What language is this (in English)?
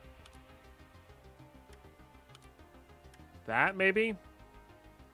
English